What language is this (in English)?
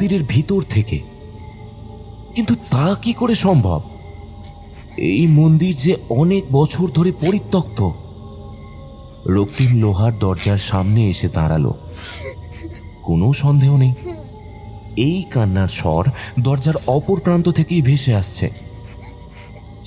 Bangla